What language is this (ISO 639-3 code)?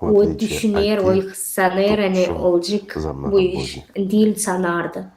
gag